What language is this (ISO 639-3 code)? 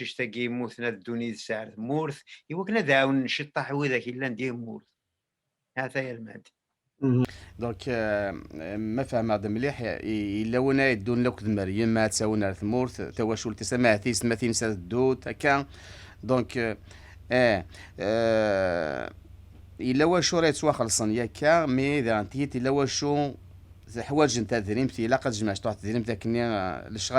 kab